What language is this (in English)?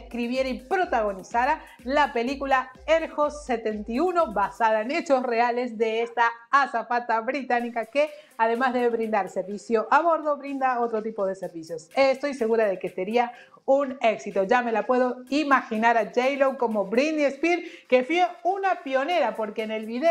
Spanish